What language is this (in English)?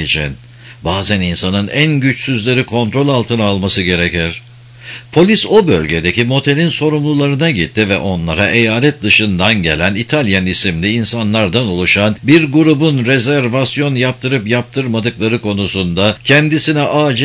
Turkish